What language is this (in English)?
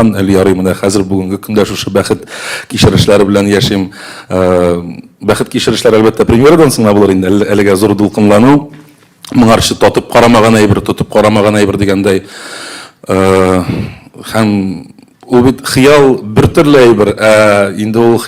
Tatar